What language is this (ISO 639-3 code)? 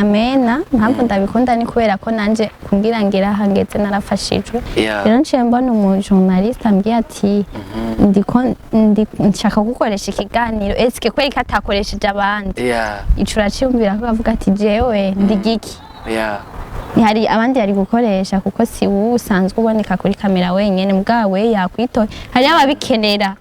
run